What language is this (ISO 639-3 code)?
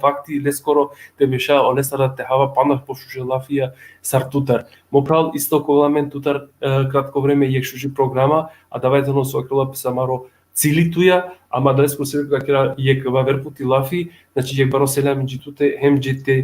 rmn